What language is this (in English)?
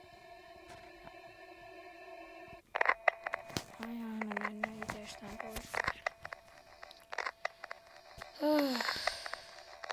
Finnish